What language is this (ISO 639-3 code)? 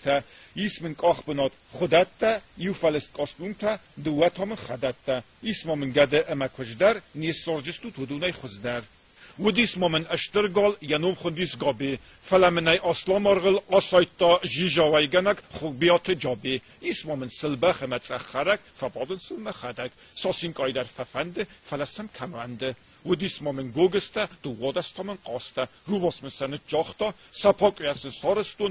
oss